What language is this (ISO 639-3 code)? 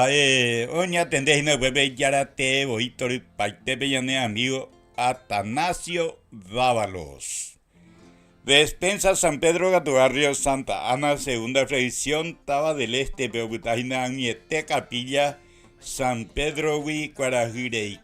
grn